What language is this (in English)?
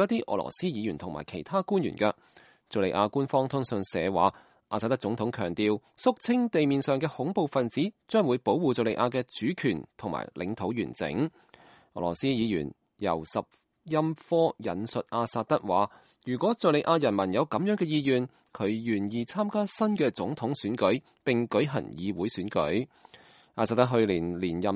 Cantonese